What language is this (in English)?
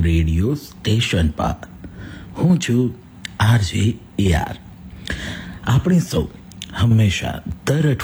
Gujarati